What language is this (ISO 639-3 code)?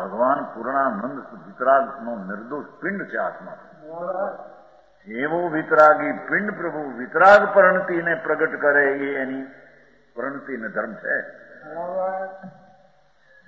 guj